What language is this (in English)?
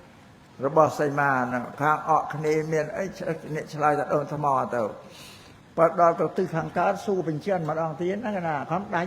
Khmer